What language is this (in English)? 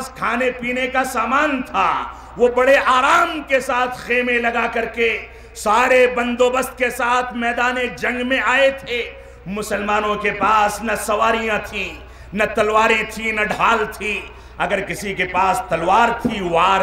Urdu